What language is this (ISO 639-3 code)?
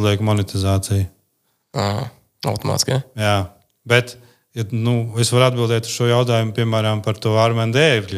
lav